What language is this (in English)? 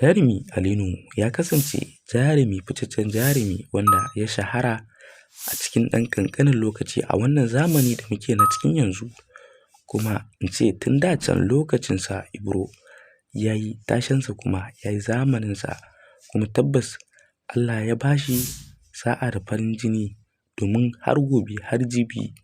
Hausa